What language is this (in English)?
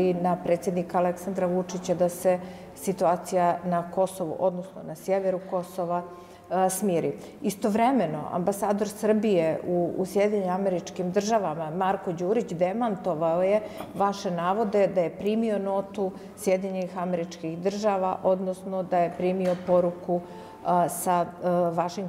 Serbian